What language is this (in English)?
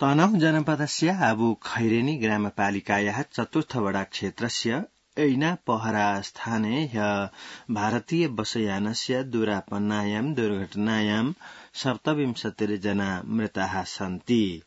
Sanskrit